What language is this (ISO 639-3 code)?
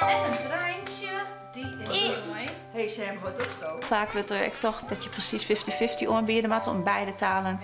fry